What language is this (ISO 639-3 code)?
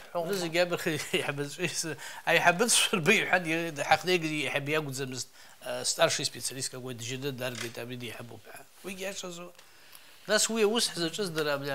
abk